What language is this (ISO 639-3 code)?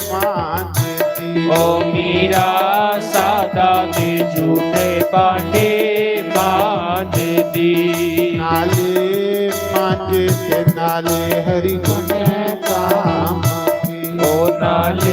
doi